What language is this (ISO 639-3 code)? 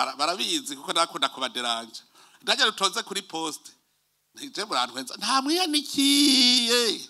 run